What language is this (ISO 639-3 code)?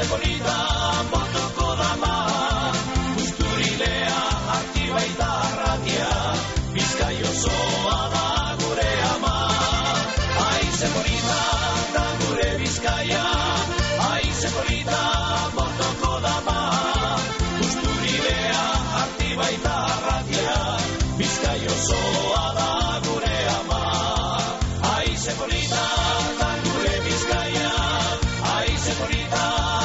eus